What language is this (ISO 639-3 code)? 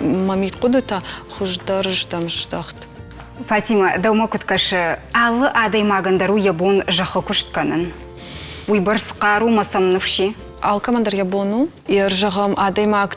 oss